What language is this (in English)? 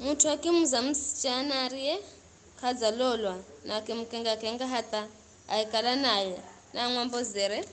Giryama